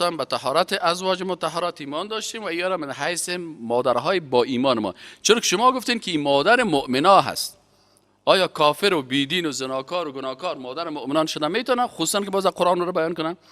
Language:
Persian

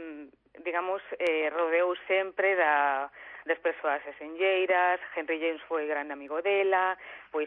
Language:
Galician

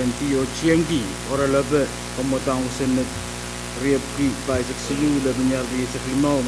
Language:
Pohnpeian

